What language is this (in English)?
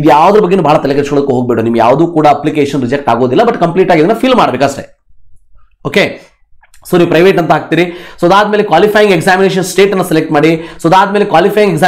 Kannada